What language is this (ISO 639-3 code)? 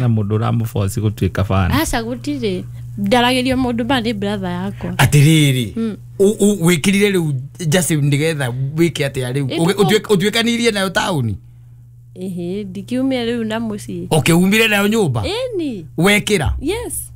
kik